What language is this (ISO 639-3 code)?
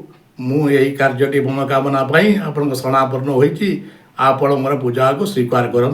ori